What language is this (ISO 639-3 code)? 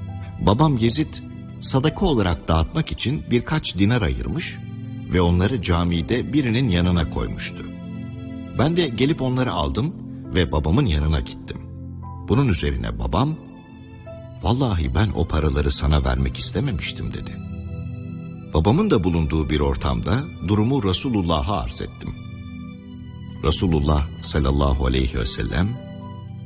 tur